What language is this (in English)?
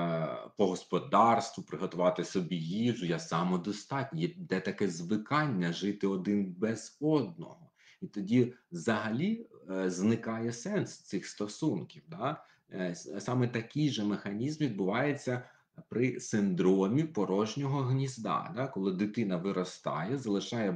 Ukrainian